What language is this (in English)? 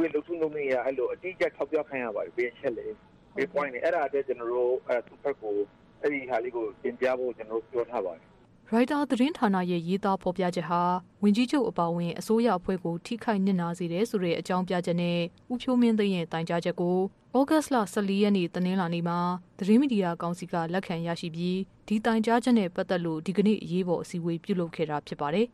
Burmese